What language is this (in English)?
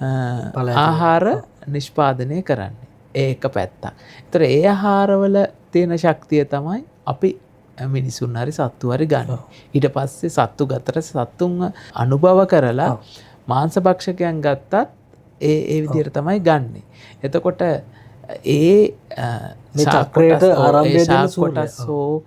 Sinhala